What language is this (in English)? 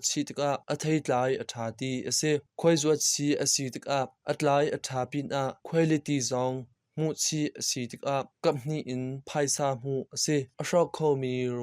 Hakha Chin